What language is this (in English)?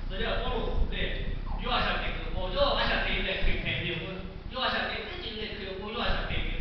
Lahu